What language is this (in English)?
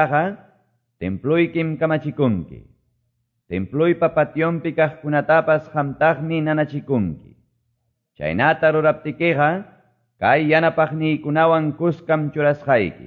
Quechua